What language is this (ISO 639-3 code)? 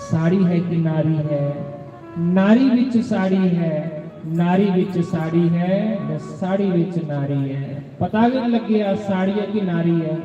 doi